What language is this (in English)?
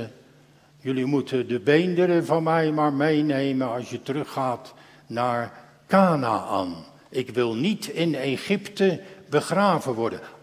Dutch